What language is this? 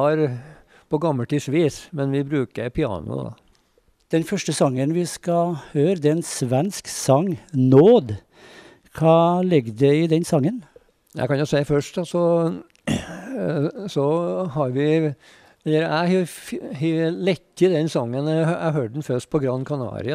Norwegian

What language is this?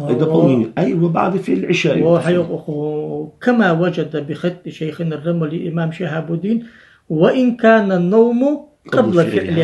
Ingush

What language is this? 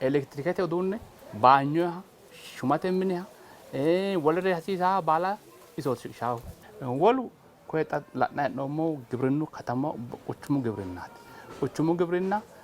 Sidamo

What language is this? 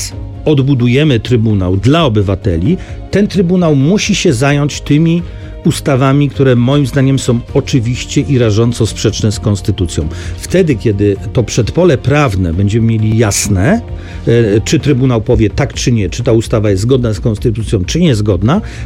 Polish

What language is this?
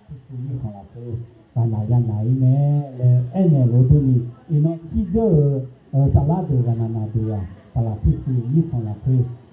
Akha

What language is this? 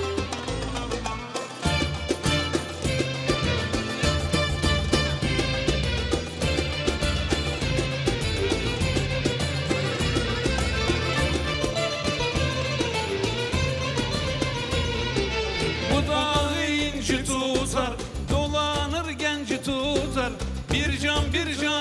Turkish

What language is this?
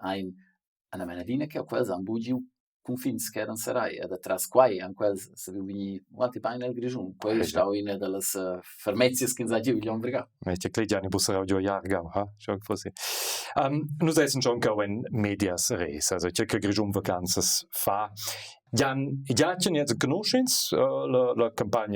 Romansh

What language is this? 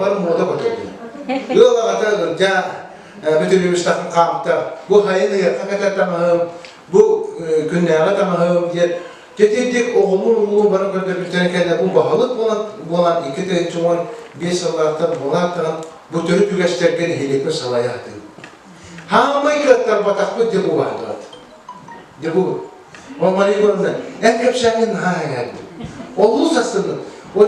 Yakut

